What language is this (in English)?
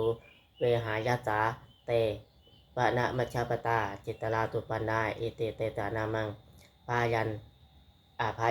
Pali